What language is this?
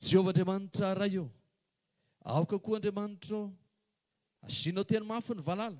Malagasy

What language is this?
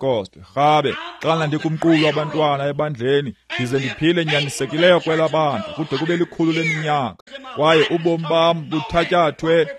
Xhosa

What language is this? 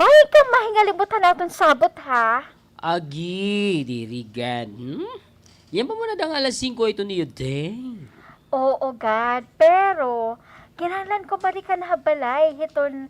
Waray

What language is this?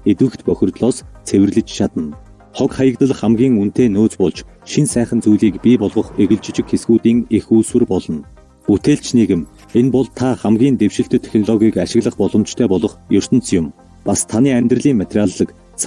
Mongolian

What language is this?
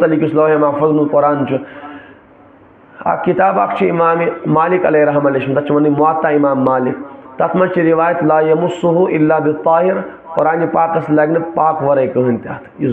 Kashmiri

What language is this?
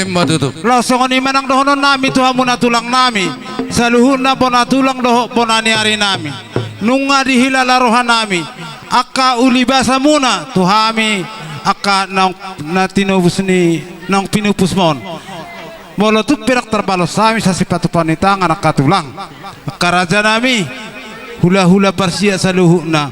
Batak Toba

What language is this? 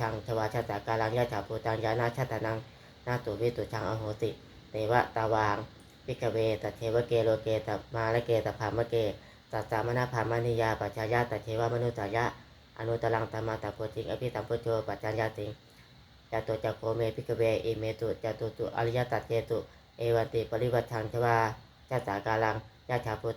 Pali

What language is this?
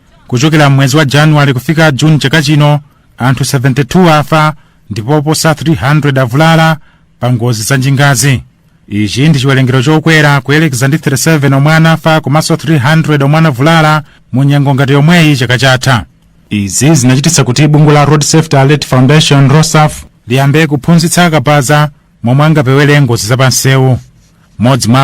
Nyanja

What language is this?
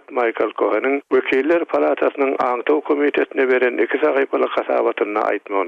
Turkmen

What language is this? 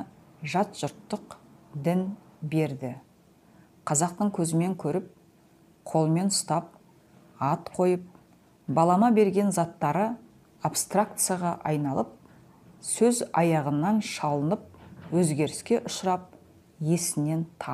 Kazakh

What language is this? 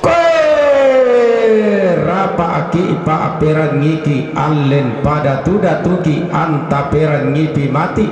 Toraja-Sa'dan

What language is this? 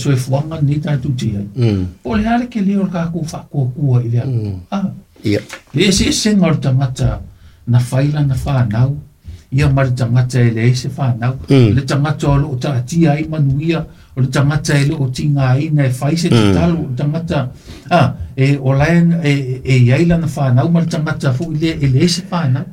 Samoan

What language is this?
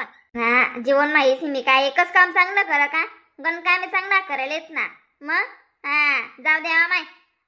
Khandesi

